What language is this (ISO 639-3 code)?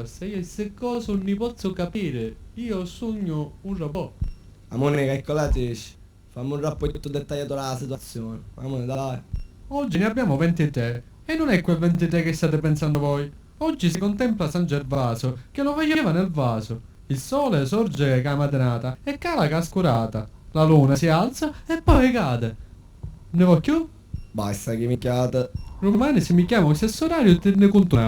scn